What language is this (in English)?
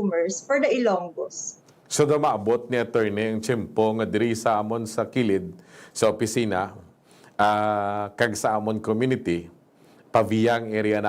Hiligaynon